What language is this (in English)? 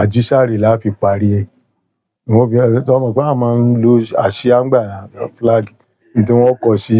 Yoruba